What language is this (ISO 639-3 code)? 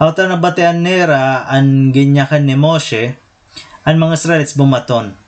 war